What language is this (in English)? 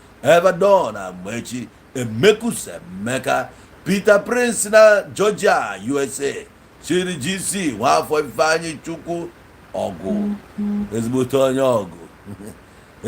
Igbo